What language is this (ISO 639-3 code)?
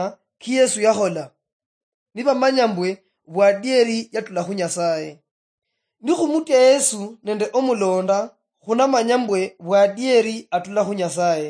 luy